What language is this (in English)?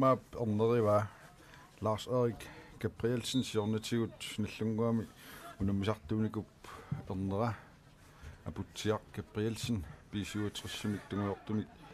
Kalaallisut